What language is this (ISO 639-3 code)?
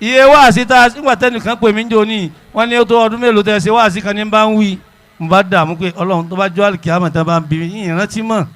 yor